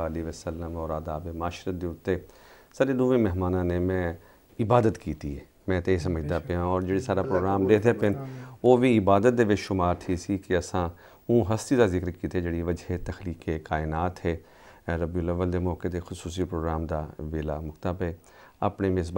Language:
Saraiki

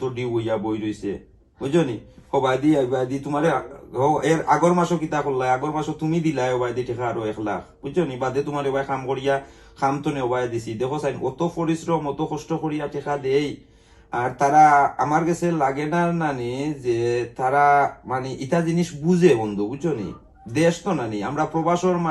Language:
Sylheti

